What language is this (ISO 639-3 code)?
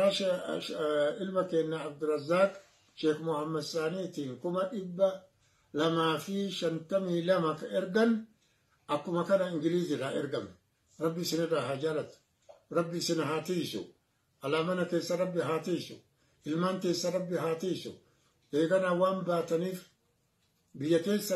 orm